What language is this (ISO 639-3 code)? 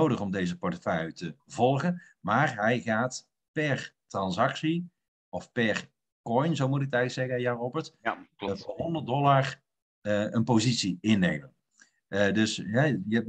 nld